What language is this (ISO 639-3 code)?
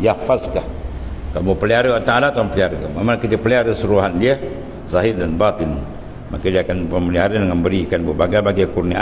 msa